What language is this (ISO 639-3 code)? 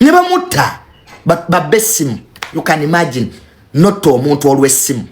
lug